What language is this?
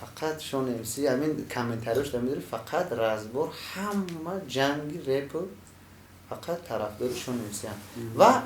Tajik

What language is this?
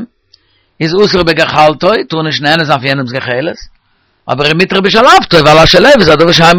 Yiddish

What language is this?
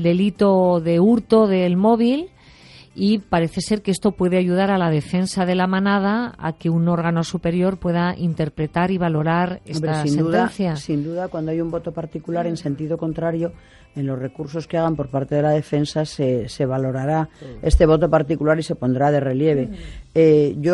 Spanish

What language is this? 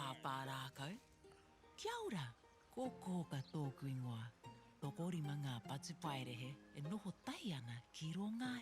Māori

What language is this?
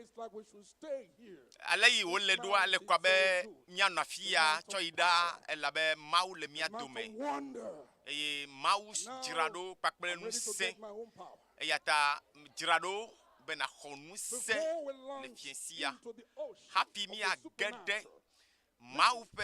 Ewe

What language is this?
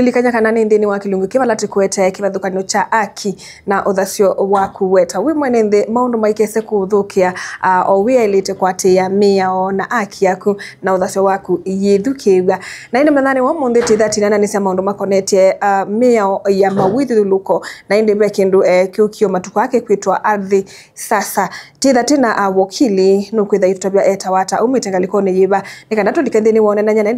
Kamba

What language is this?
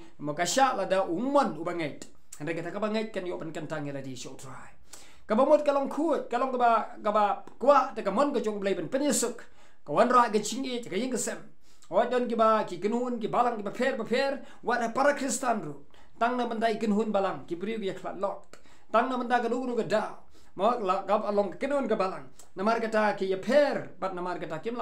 Khasi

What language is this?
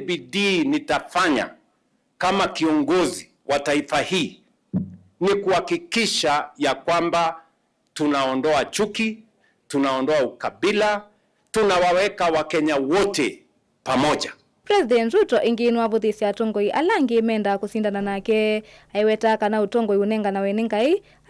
Kamba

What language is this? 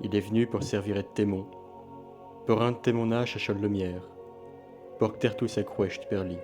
Picard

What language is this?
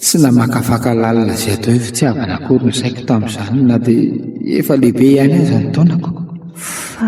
Malagasy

